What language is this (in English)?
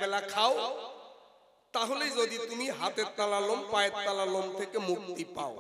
Bangla